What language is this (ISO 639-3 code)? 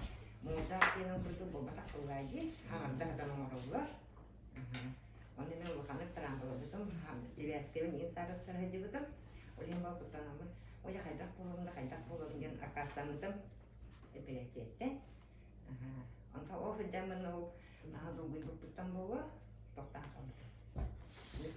sah